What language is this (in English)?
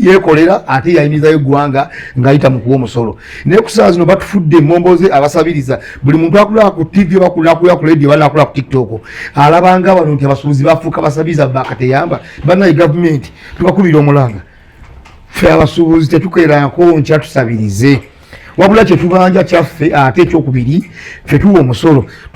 Ganda